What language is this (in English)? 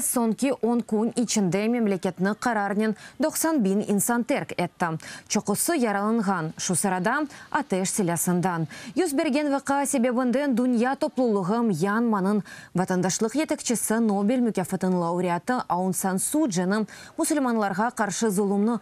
Crimean Tatar